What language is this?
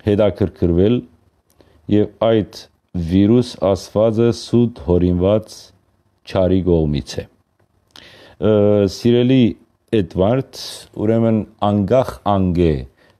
Western Armenian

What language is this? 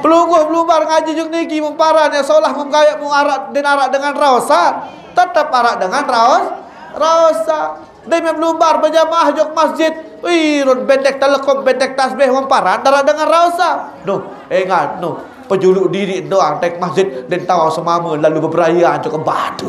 Sasak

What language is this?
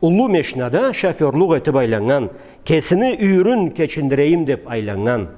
Karachay-Balkar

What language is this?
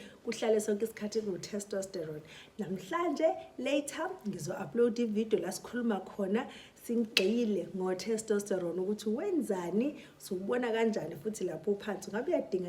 Zulu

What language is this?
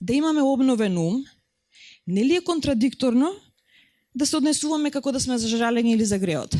Macedonian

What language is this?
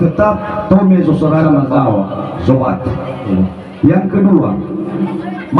Nias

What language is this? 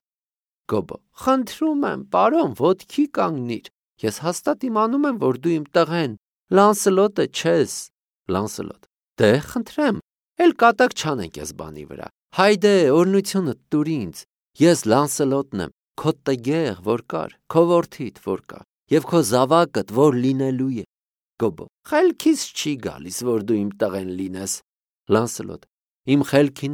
Armenian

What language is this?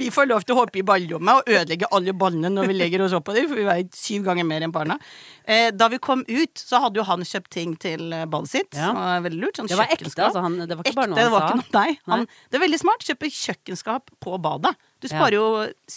Norwegian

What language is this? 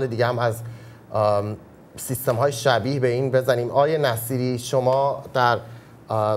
Persian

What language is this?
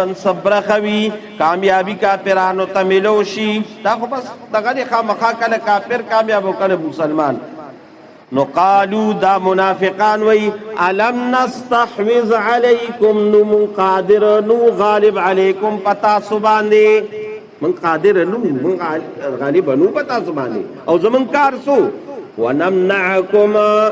Pashto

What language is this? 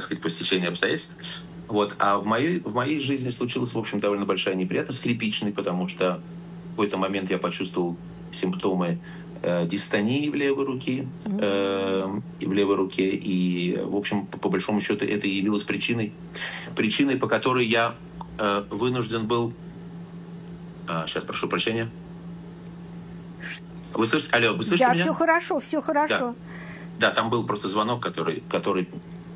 Russian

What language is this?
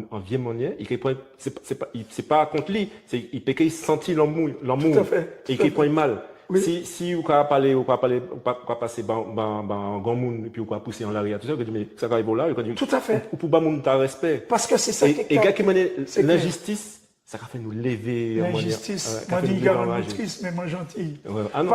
Guadeloupean Creole French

